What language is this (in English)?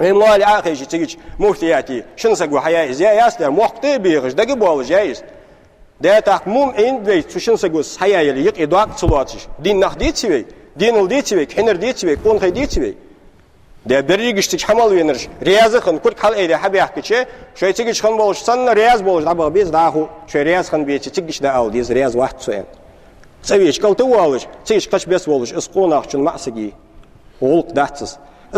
Ingush